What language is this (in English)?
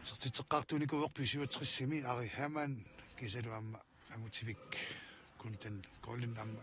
Kalaallisut